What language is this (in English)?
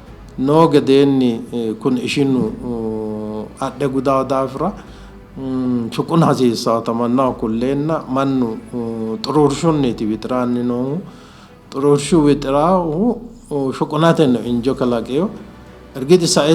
Sidamo